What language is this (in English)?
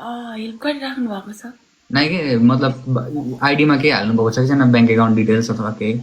Nepali